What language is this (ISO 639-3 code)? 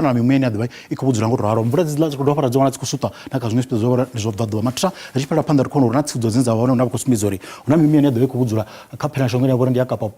ven